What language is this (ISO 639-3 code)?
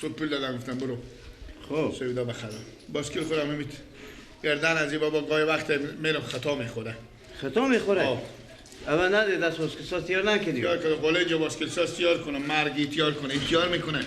fas